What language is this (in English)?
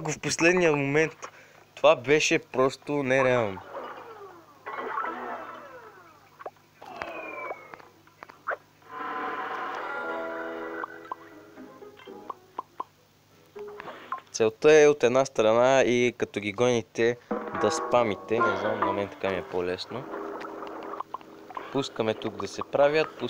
Bulgarian